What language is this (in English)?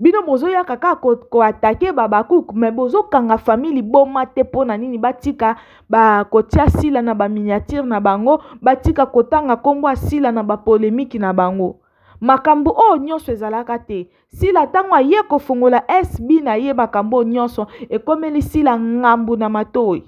Lingala